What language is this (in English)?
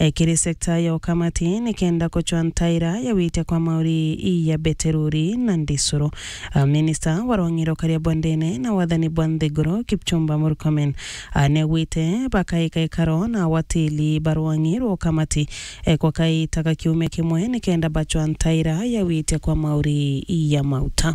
Meru